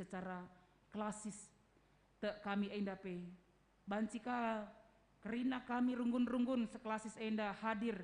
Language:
Batak Karo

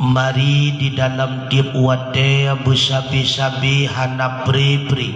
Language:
Achinese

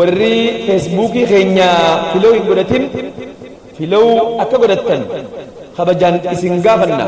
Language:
Oromo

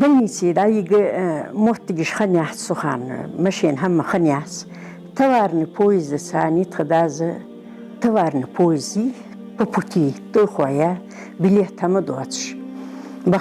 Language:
Ingush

